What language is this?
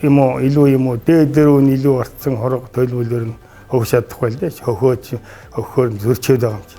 Mongolian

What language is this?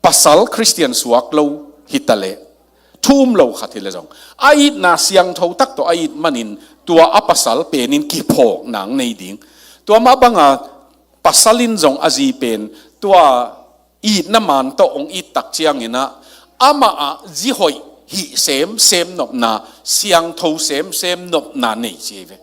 Tedim Chin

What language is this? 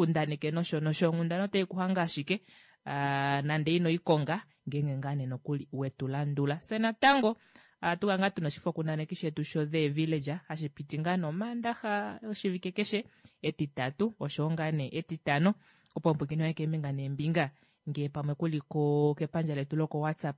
Kuanyama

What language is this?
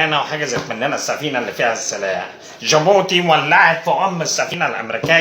Egyptian Arabic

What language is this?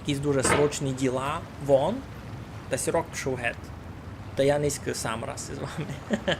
Rusyn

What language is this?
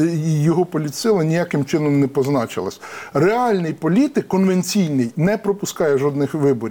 Ukrainian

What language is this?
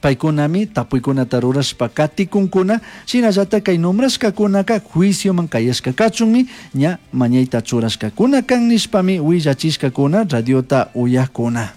Chimborazo Highland Quichua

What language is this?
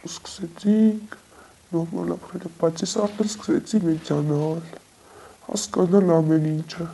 Armenian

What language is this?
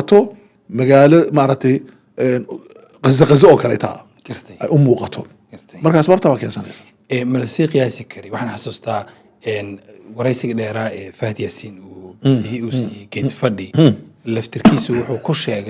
Somali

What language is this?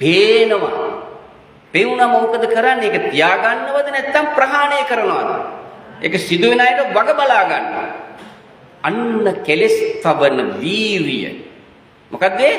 Sinhala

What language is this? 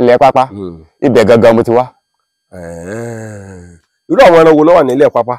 Yoruba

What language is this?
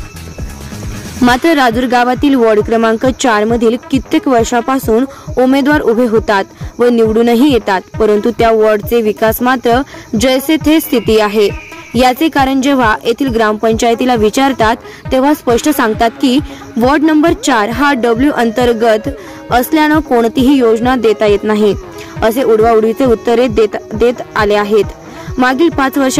Marathi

